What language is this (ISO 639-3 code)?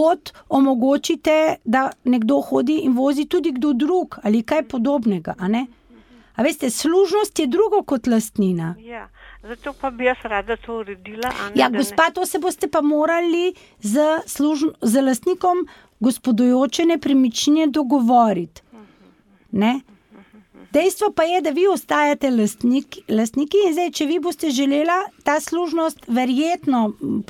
slv